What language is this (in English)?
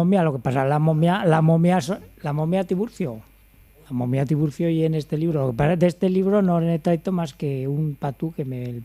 Aragonese